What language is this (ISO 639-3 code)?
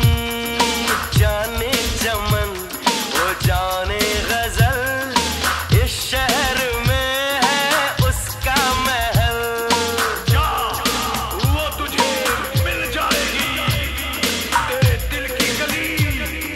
hin